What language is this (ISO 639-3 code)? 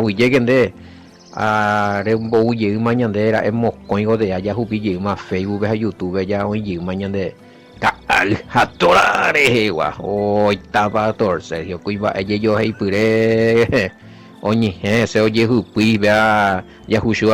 grn